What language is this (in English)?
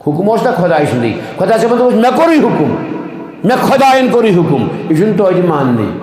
Kashmiri